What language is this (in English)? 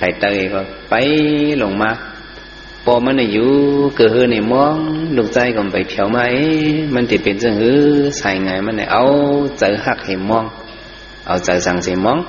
Shan